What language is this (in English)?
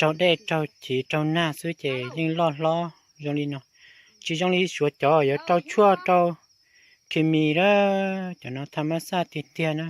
Hmong